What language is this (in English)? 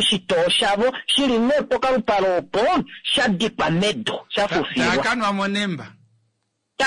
Kuanyama